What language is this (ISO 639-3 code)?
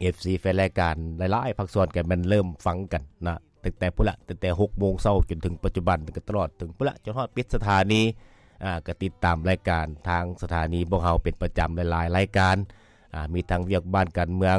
lao